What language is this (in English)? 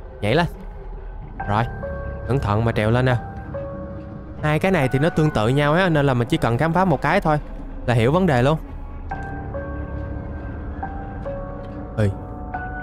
Vietnamese